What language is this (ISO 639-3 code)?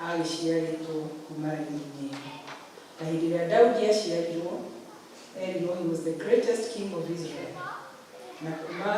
kik